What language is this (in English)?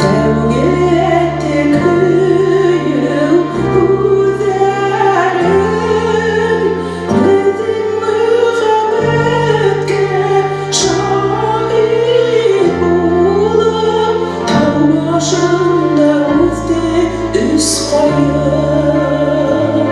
Bashkir